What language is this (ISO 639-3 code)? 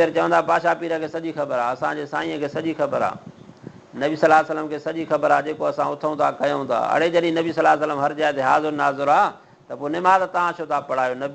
snd